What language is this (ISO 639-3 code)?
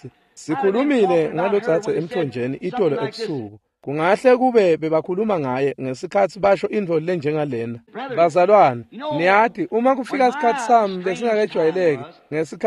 ssw